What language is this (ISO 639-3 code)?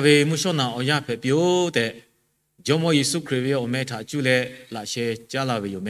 lhu